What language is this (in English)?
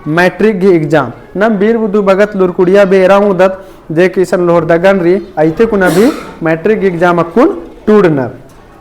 Kurukh